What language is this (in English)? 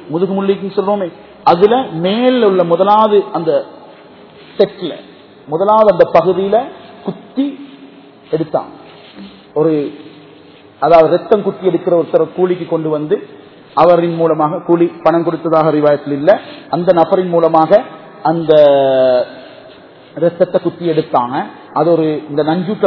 Tamil